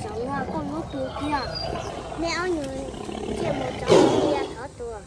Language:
Hmong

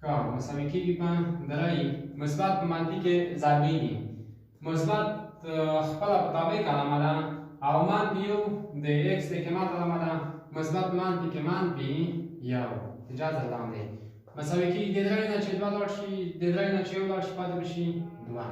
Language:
Pashto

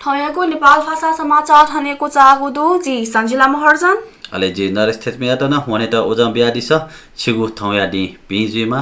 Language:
Newari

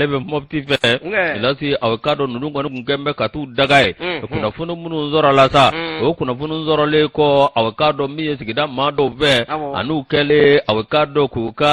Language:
Bambara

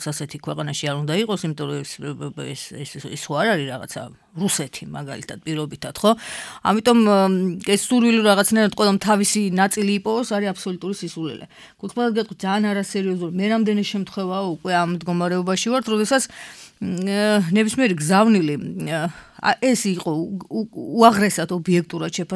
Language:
Georgian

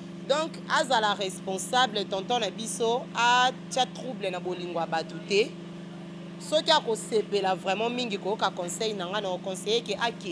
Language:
Lingala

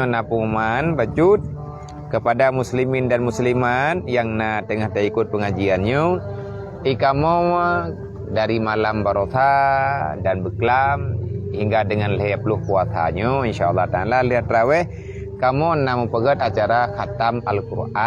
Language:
Achinese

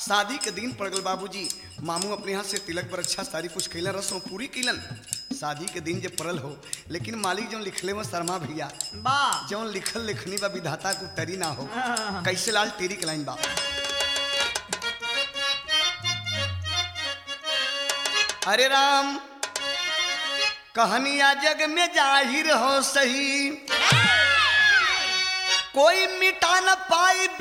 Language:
Bhojpuri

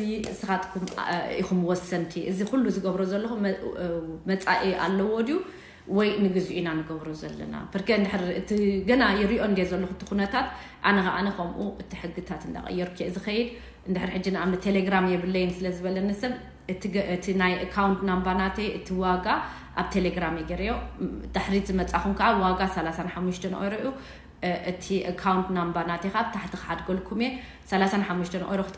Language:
Tigrinya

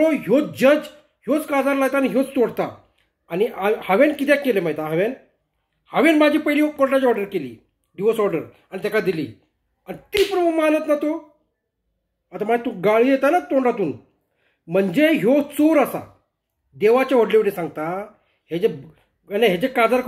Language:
Konkani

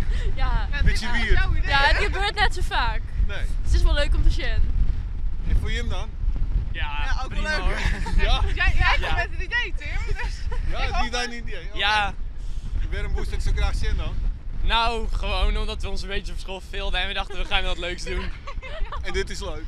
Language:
Western Frisian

